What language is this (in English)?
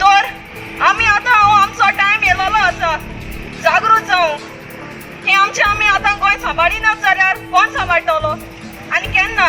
Konkani